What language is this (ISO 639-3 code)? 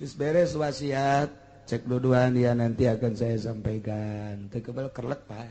sun